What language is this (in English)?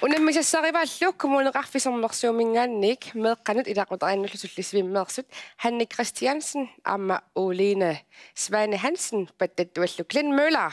Kalaallisut